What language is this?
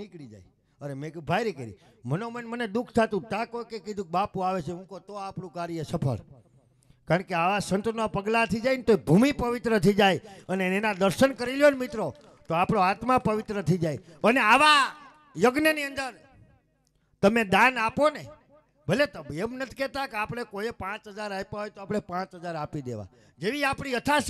Gujarati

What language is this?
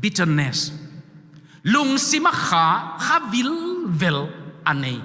Tedim Chin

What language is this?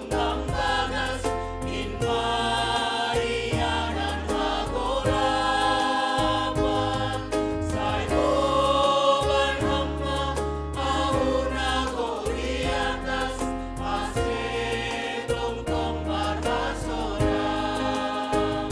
Batak Simalungun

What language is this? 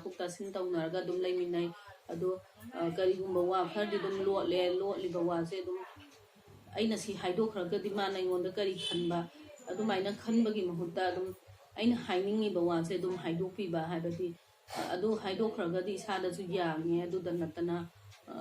Manipuri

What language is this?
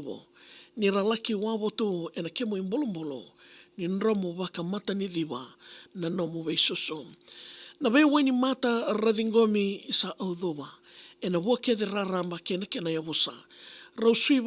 Fijian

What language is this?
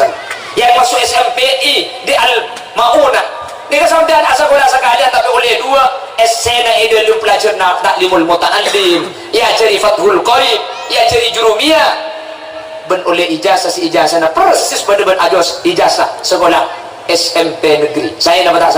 Madurese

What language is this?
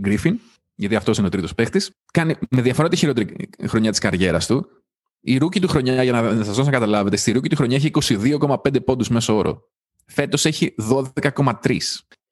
Greek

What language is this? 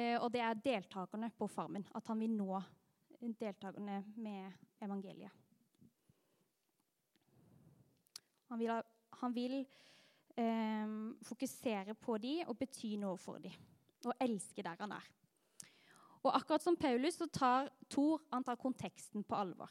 Norwegian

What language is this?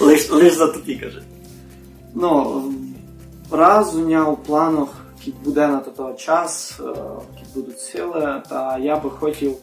Rusyn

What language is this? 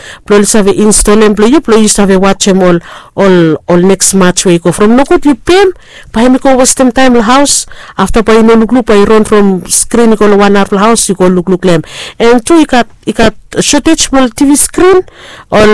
Bislama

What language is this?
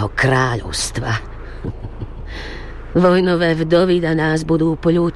Slovak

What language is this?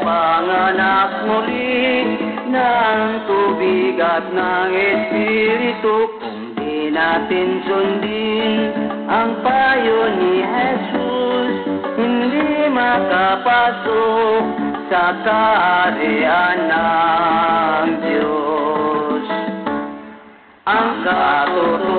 Filipino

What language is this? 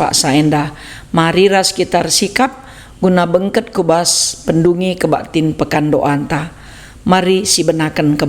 Batak Karo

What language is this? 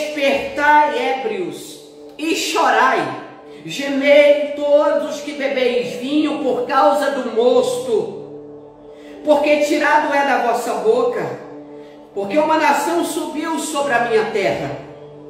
Portuguese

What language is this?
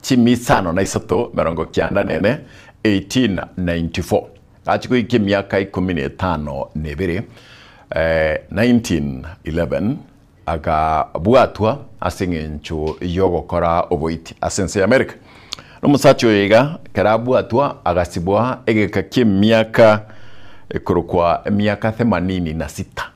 Gusii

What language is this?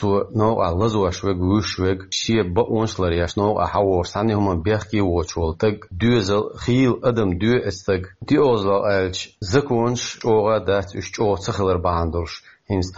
Chechen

